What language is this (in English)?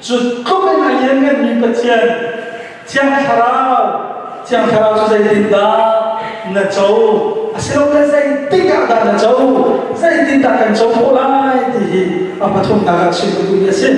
Hakha Chin